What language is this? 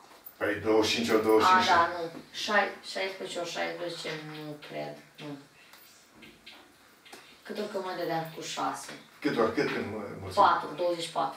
Romanian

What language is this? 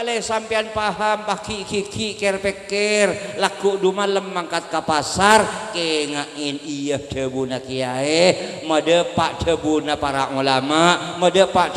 Madurese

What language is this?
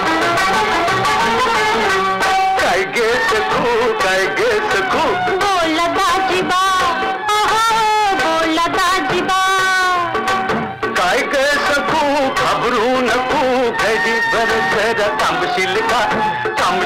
Marathi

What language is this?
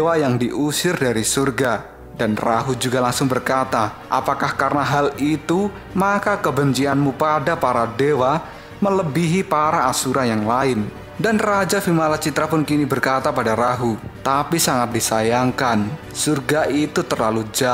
Indonesian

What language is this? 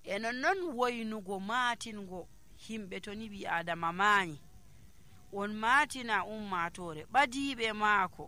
Nigerian Fulfulde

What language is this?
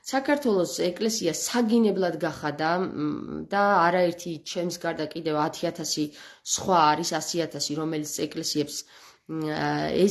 Georgian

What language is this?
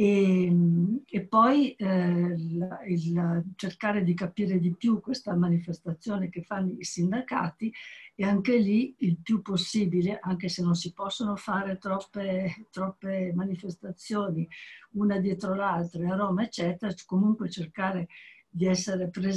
Italian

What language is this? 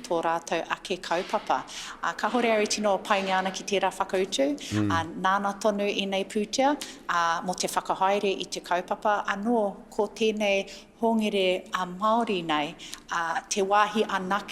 Māori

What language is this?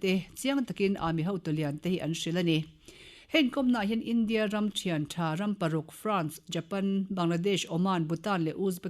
Mizo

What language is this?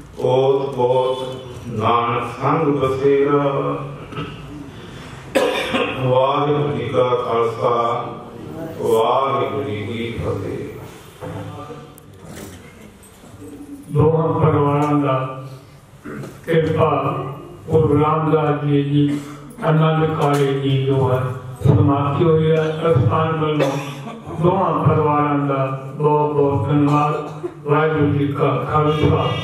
Punjabi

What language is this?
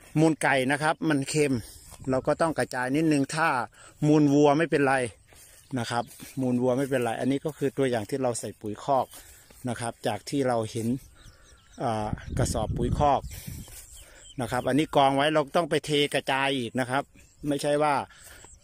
Thai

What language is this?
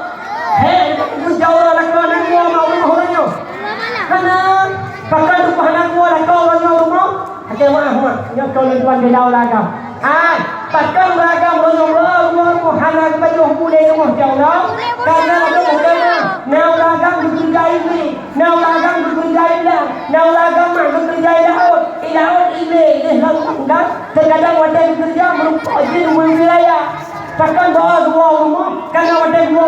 Achinese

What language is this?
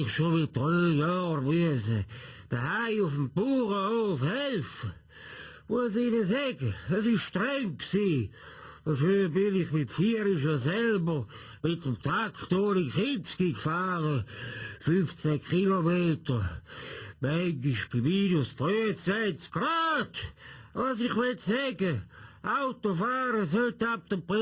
Swiss German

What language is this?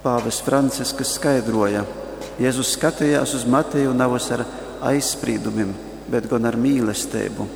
Latgalian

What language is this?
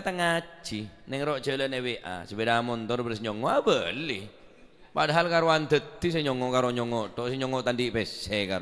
Madurese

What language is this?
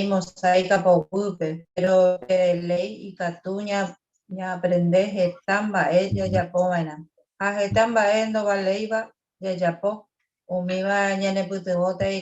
Guarani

